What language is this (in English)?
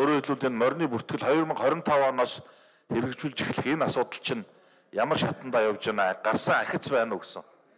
Mongolian